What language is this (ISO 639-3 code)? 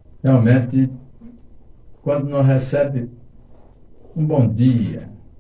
por